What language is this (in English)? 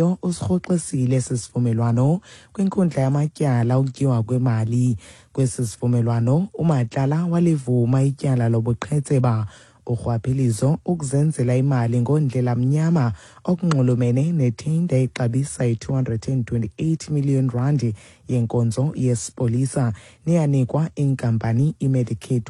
Xhosa